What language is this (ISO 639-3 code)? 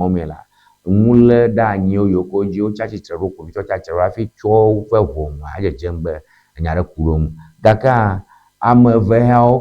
ewe